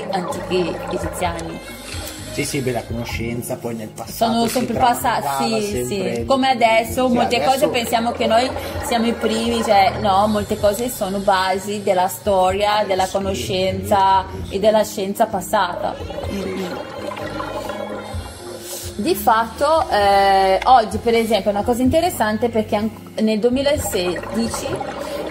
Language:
Italian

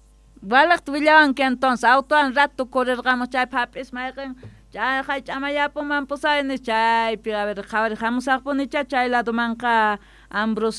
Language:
Quechua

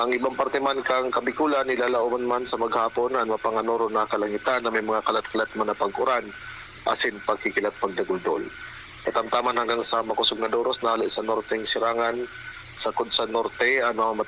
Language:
Bikol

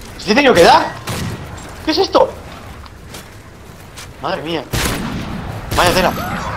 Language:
Spanish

